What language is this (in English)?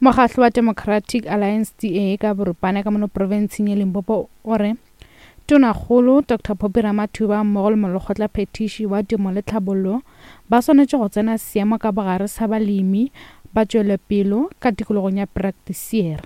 Northern Sotho